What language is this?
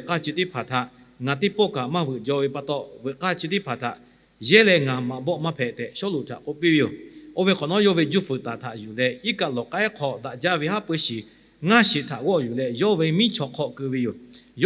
Lahu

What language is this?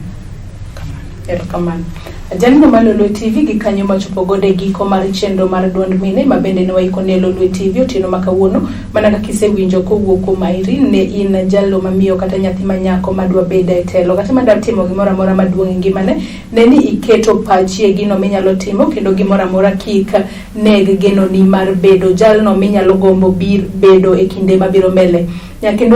Luo (Kenya and Tanzania)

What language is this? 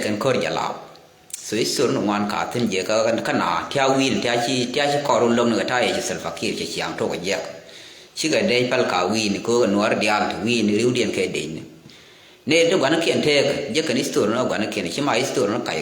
Nuer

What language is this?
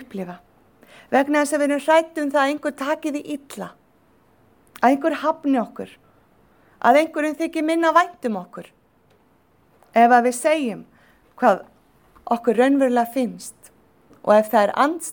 Icelandic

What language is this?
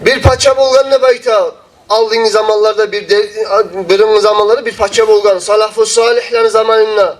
Kumyk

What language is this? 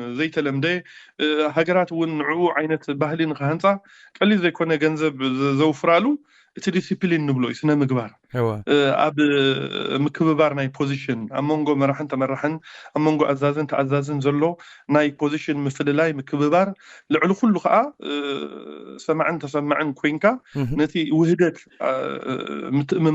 Tigrinya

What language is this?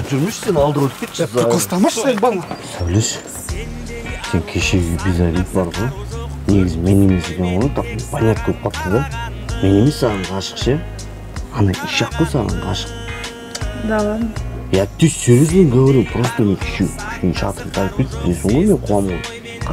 Kazakh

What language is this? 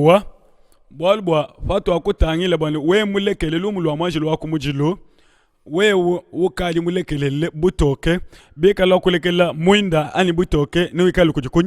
Luba-Lulua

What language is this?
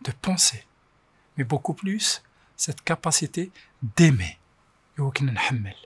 Kabyle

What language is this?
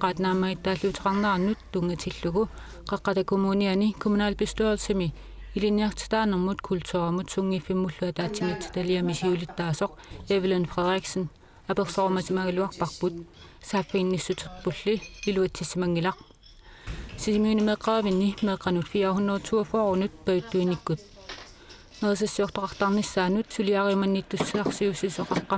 Kalaallisut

